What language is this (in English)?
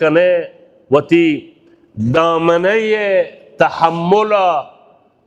Baluchi